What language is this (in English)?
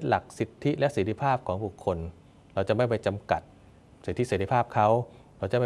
Thai